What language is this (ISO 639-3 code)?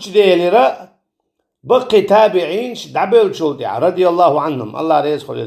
che